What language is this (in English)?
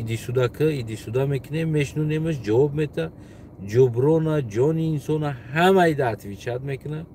Tajik